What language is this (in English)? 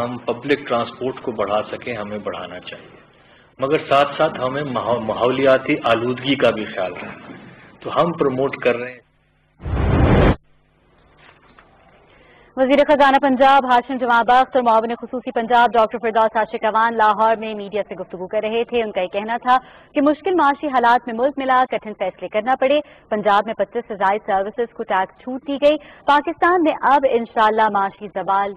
Urdu